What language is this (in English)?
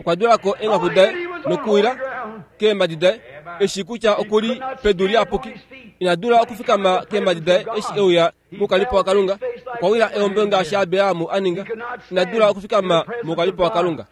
Kuanyama